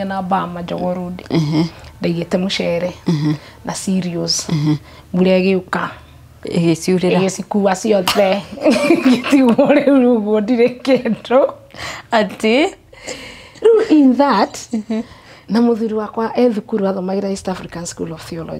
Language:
Kikuyu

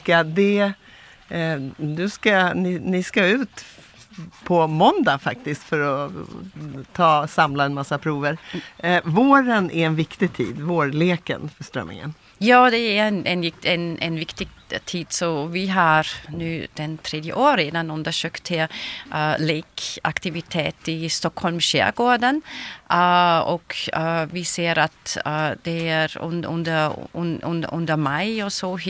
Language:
Swedish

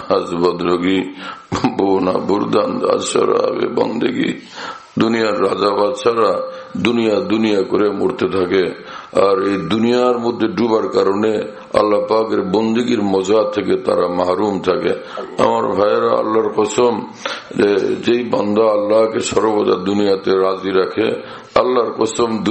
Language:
Bangla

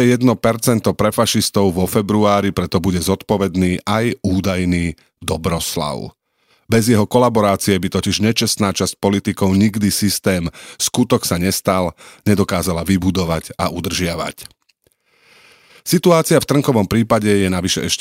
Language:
Slovak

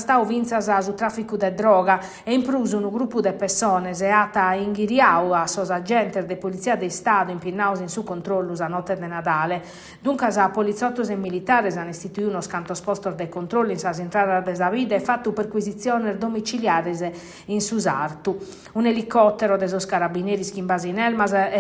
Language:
Sardinian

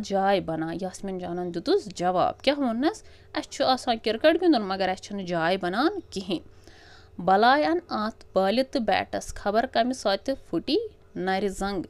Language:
Kashmiri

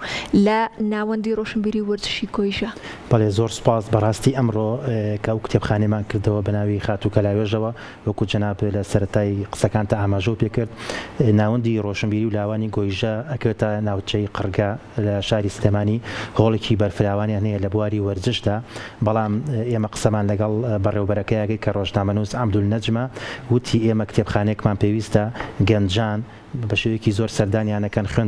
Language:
Central Kurdish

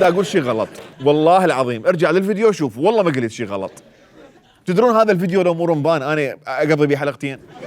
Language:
Mesopotamian Arabic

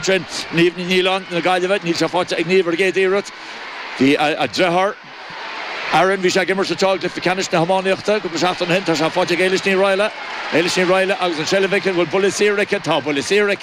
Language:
Irish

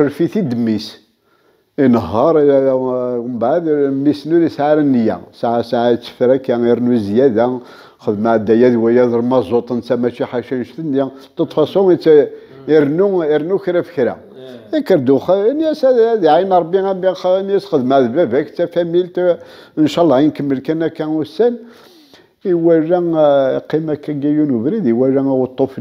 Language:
Kabyle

